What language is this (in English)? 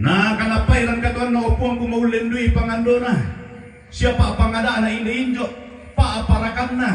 Toraja-Sa'dan